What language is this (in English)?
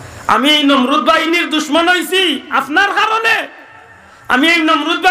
Sylheti